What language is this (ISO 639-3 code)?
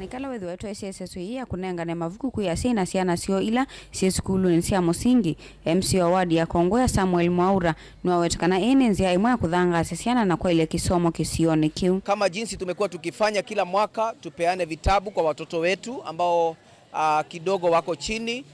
kam